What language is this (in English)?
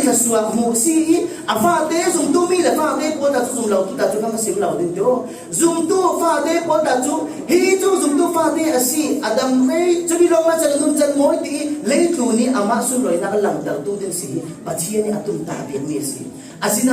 Falam Chin